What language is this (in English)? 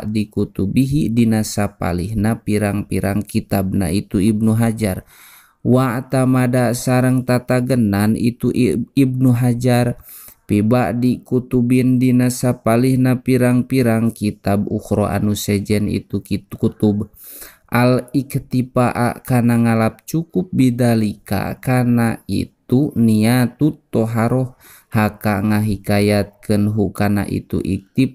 Sundanese